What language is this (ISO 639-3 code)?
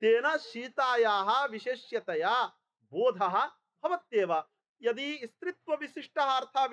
san